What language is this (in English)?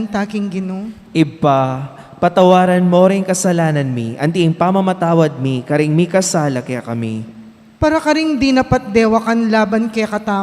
Pampanga